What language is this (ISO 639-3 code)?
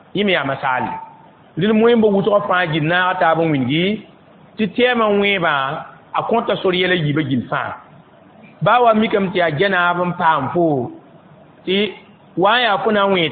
mos